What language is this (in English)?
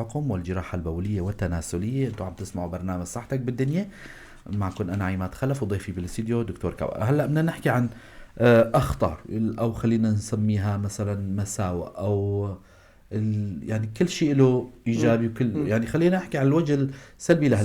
North Levantine Arabic